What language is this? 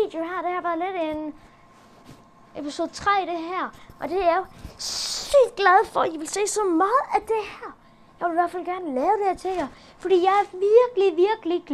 Danish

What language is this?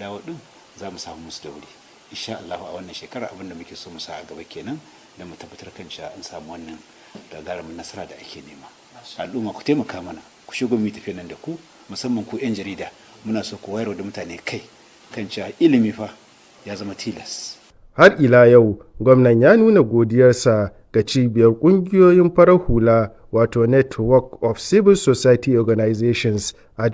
Hausa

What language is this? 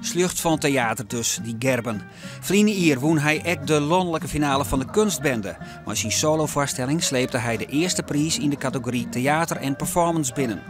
Western Frisian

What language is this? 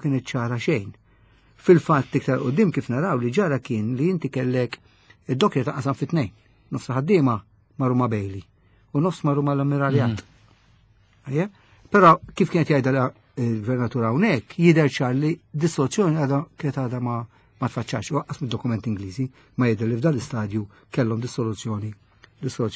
Maltese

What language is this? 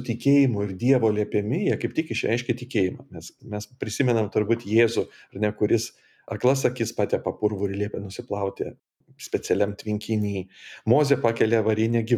Lithuanian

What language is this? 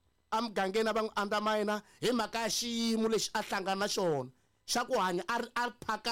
Tsonga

